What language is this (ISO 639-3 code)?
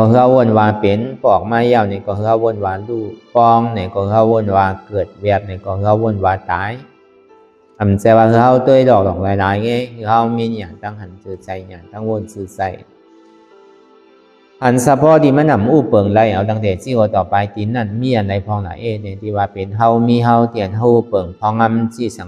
shn